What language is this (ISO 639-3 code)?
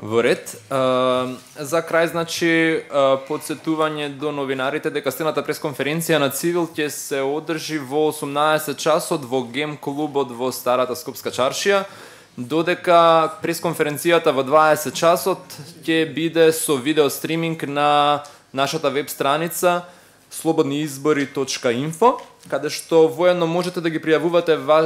mkd